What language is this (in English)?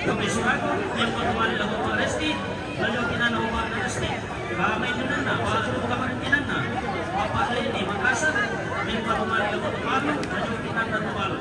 Toraja-Sa'dan